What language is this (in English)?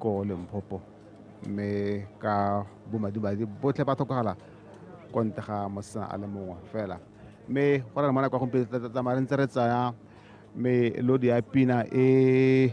Tswana